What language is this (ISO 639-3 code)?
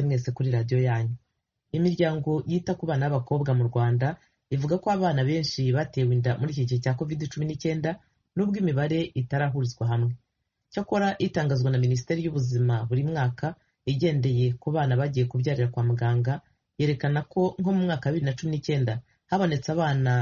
kin